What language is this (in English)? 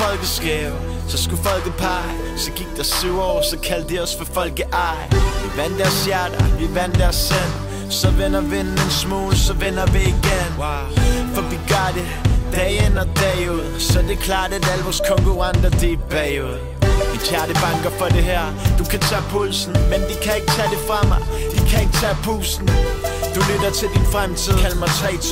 Danish